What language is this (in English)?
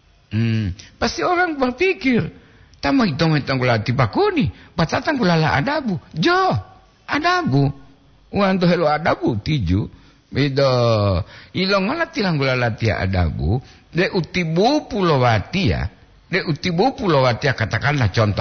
Gorontalo